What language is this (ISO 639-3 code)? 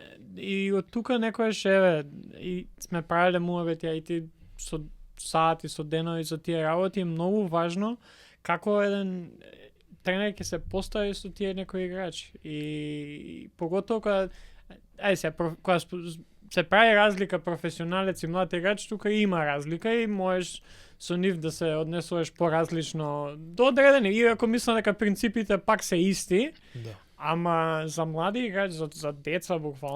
mkd